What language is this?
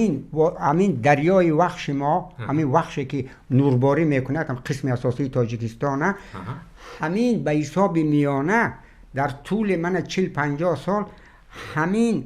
Tajik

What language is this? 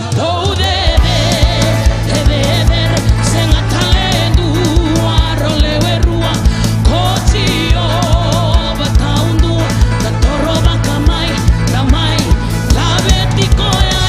Fijian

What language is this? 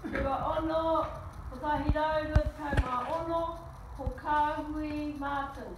Māori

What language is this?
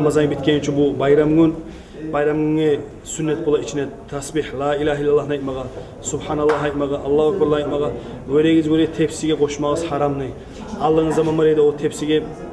Kumyk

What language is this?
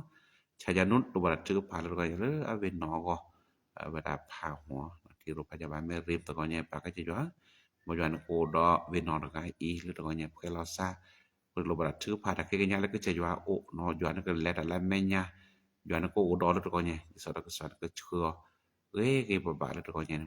S'gaw Karen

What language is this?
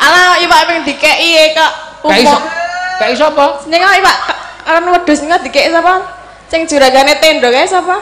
Javanese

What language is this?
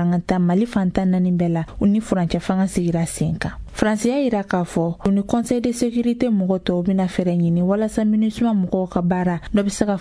Bambara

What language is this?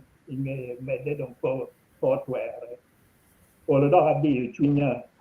Acoli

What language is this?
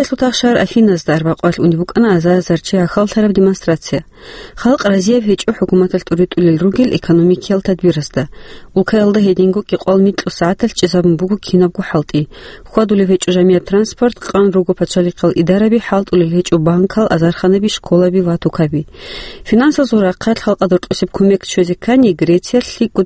Avaric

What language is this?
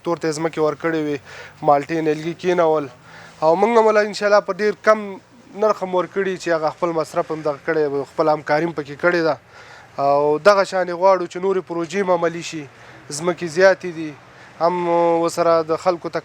Pashto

